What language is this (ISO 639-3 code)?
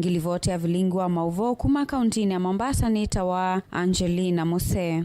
kam